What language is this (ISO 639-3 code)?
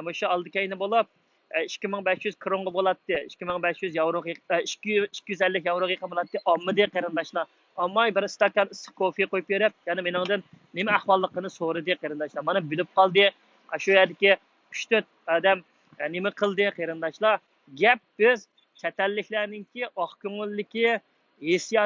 uig